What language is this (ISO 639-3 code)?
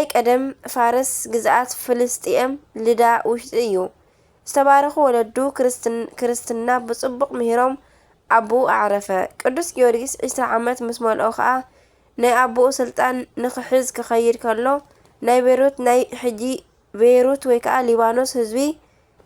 tir